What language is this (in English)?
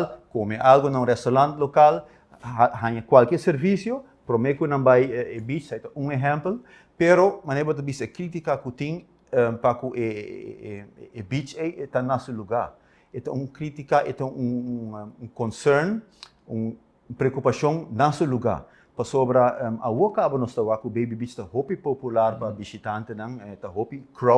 Papiamento